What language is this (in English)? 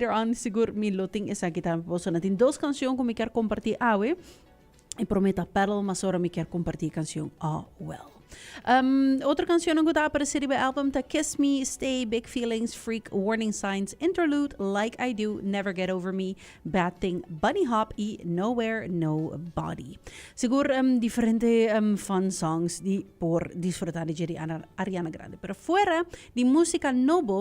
Papiamento